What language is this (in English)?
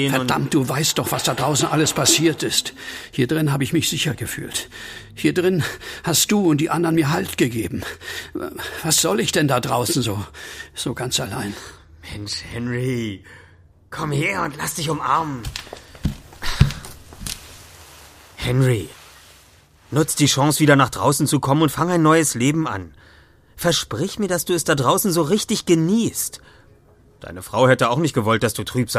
German